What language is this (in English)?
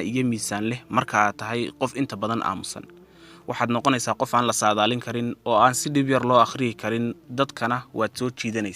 Somali